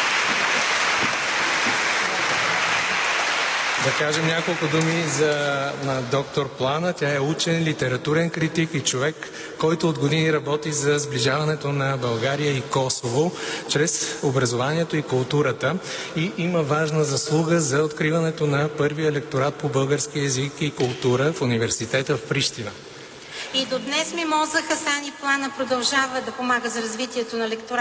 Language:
Bulgarian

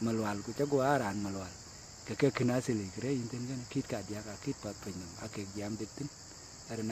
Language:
Dinka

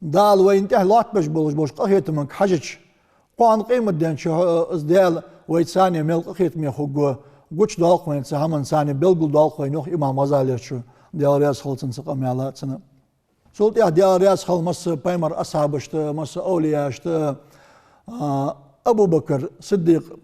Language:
Ingush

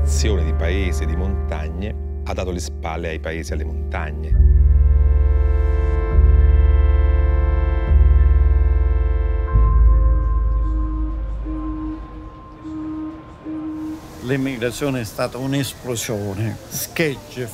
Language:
Italian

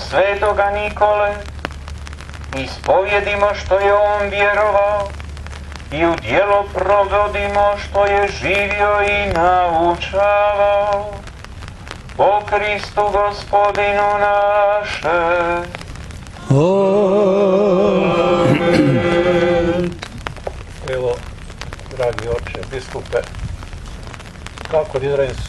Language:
Croatian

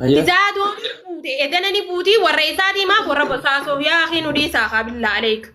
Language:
Oromo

